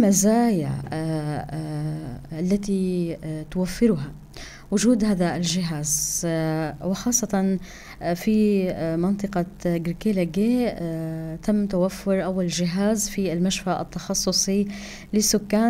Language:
North Levantine Arabic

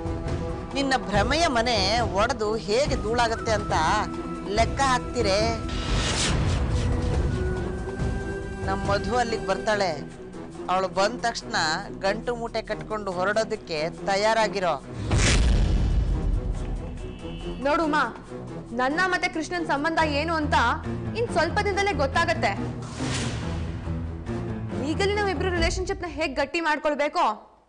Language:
Kannada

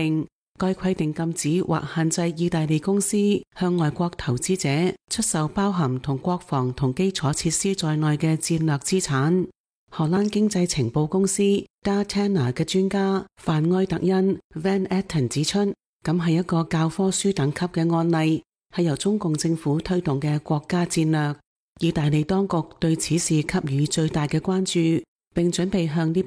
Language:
Cantonese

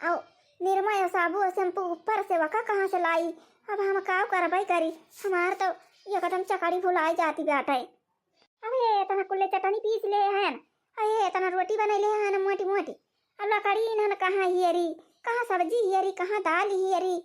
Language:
Awadhi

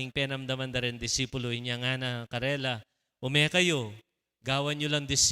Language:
Pampanga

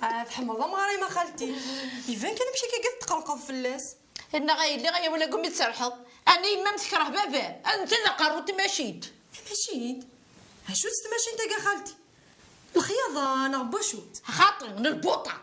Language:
Kabyle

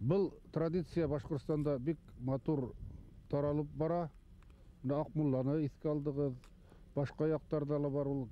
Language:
Bashkir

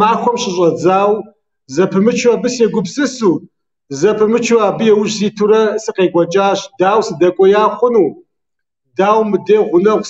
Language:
Kabardian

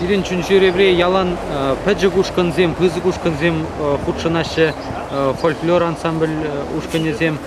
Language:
Chuvash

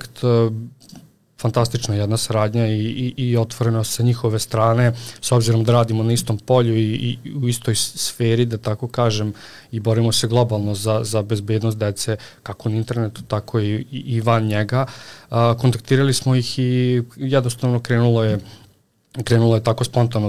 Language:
Serbian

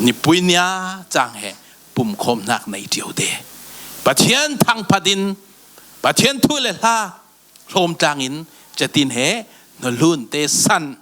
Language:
Falam Chin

